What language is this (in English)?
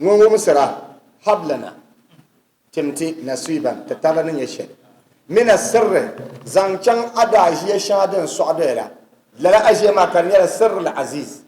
Dagbani